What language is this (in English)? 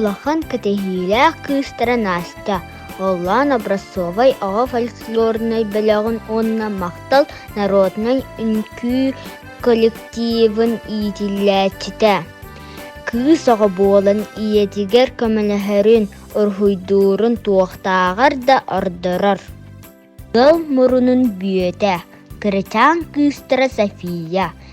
Yakut